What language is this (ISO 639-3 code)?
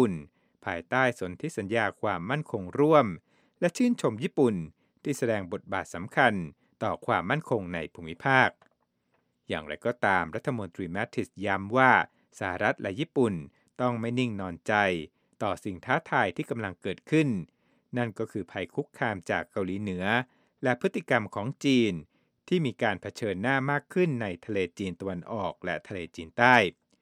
tha